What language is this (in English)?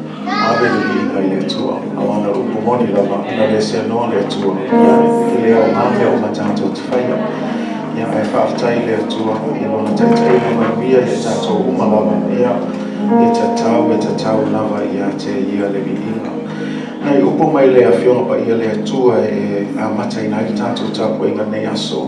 Samoan